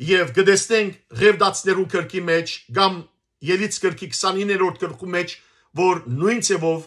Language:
Western Armenian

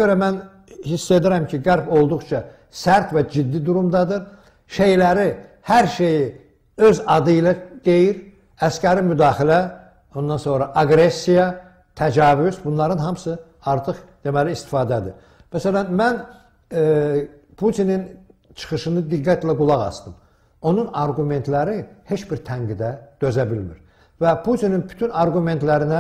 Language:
Azerbaijani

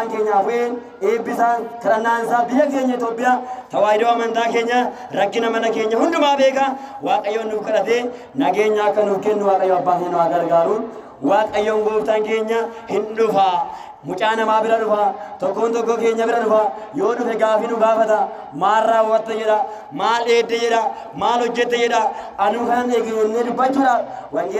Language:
Oromo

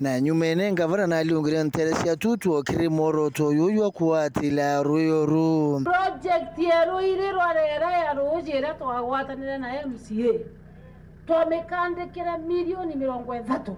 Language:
Meru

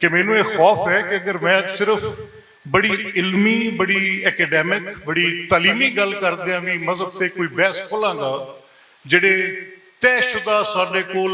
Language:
Western Panjabi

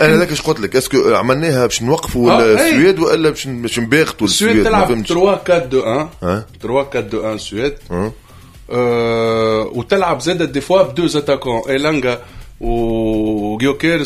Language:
Tunisian Arabic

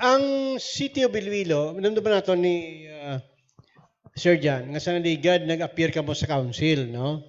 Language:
Hiligaynon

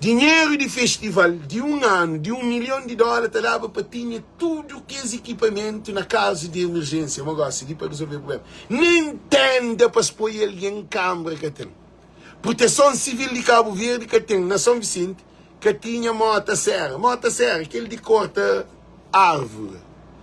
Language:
Kabuverdianu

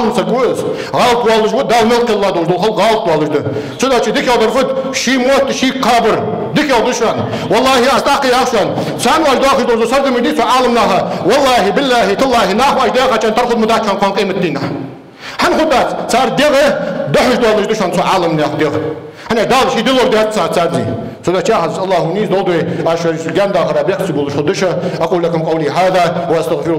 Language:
Ingush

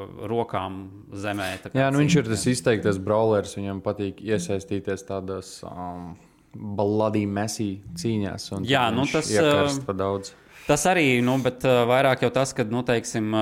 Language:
Latvian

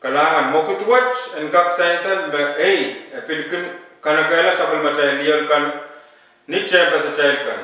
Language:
Pohnpeian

